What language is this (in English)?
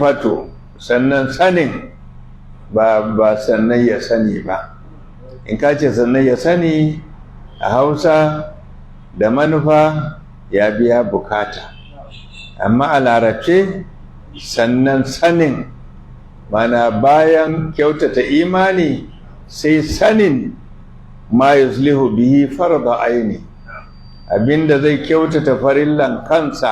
Hausa